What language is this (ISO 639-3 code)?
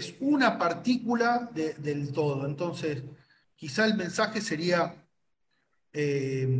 spa